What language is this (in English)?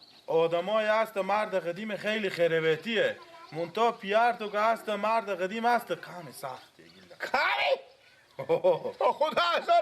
Persian